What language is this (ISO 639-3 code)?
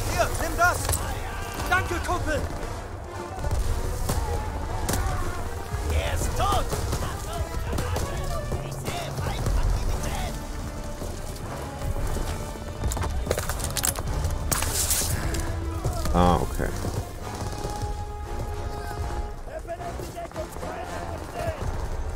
deu